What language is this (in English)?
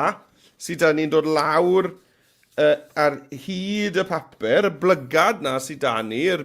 Welsh